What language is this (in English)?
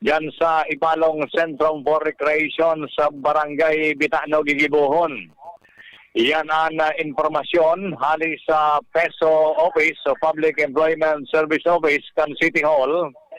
Bikol